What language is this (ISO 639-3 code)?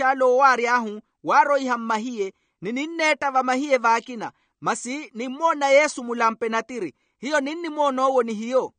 vmw